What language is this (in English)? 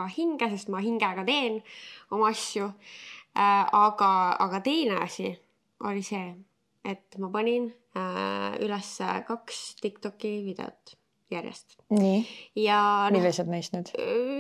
Estonian